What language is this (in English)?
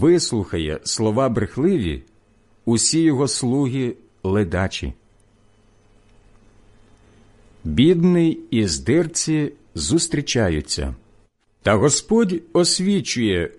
Ukrainian